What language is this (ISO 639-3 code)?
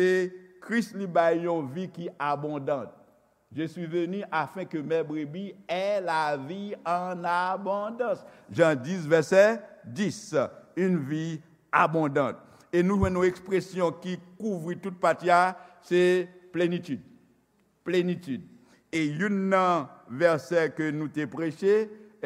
hat